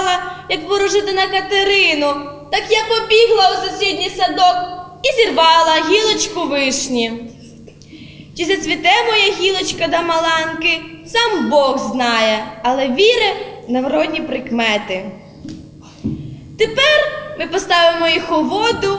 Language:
Ukrainian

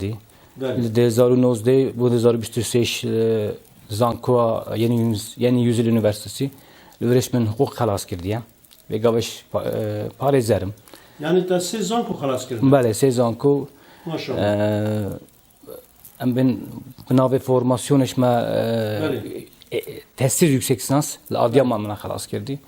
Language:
Kurdish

